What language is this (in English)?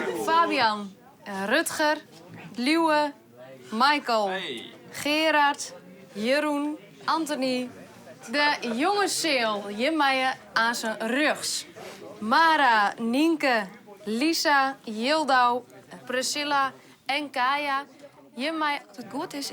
Western Frisian